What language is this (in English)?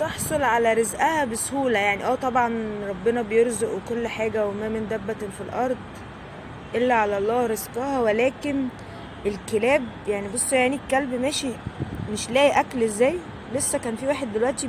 Egyptian Arabic